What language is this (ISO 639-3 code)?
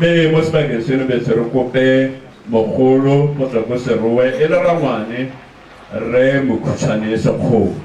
tsn